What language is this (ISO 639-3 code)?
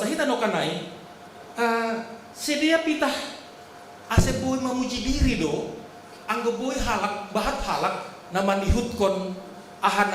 bts